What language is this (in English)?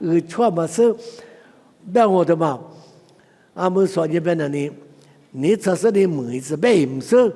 Lisu